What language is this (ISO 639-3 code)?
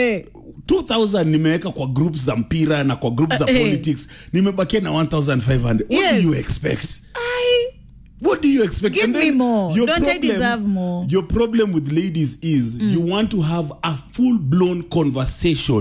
swa